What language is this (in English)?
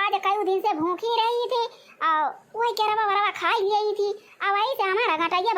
Awadhi